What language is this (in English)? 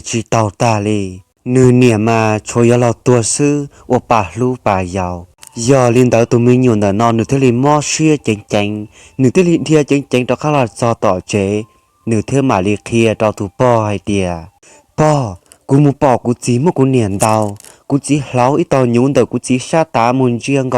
Hmong